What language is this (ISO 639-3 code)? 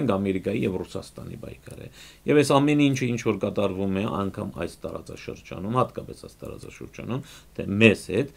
hyw